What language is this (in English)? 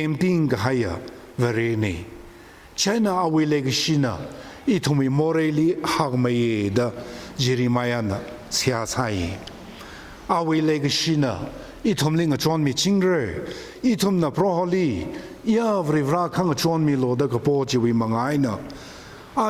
Tangkhul Naga (India)